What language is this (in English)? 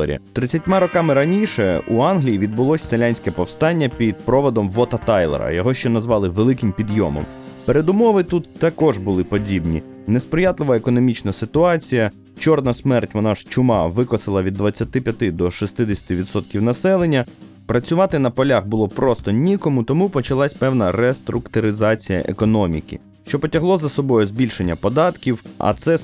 Ukrainian